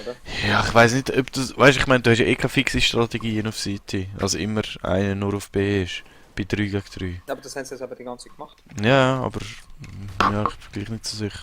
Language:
Swiss German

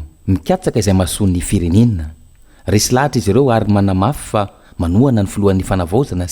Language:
Malagasy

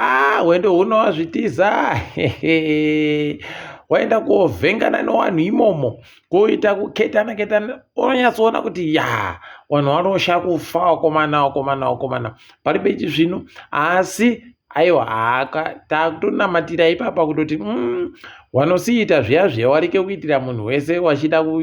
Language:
Ndau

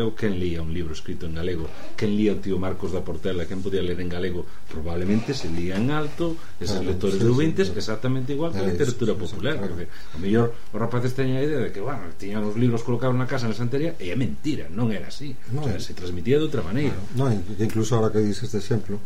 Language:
Galician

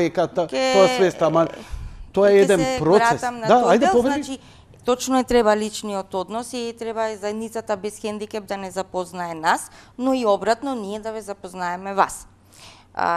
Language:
Macedonian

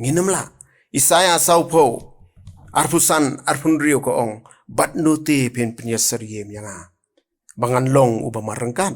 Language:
Khasi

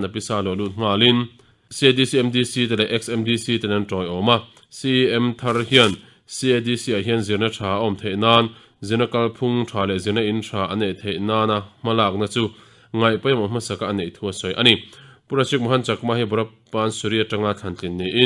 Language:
Mizo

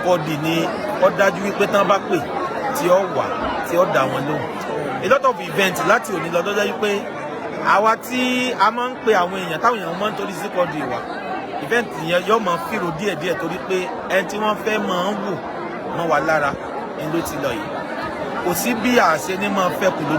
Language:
Yoruba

